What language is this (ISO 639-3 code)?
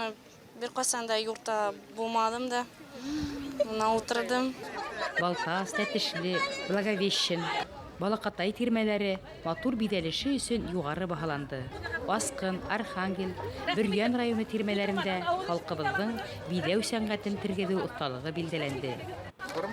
bak